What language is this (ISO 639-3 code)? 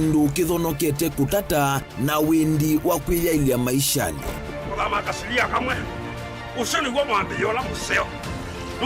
kam